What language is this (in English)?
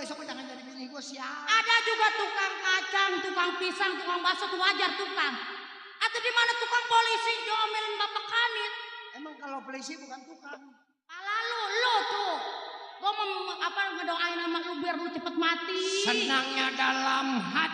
Betawi